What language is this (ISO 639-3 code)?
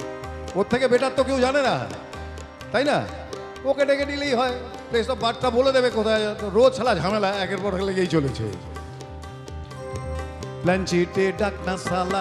ben